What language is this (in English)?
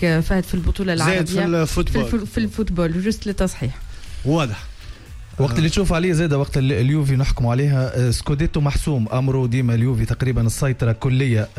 Tunisian Arabic